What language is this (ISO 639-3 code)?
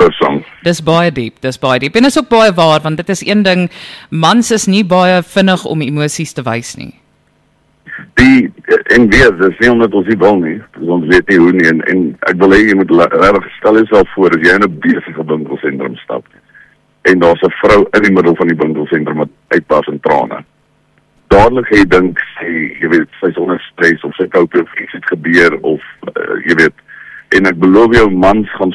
afr